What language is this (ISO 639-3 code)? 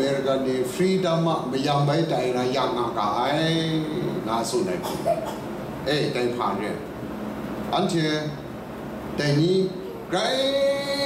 kac